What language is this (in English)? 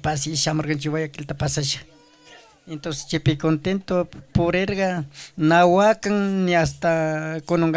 Chimborazo Highland Quichua